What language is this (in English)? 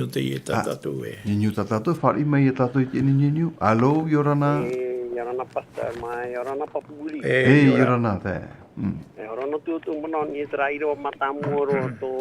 Tahitian